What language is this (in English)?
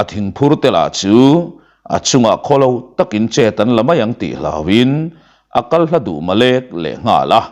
Mizo